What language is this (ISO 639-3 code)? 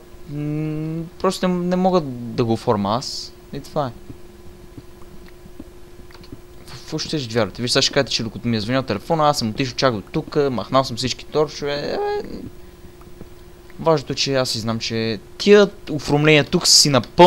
bul